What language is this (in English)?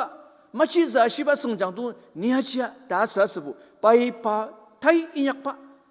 Ao Naga